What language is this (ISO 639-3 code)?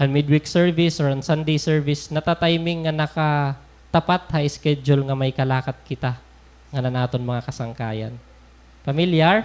war